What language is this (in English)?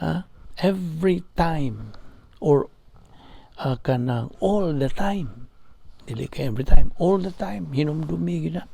Cebuano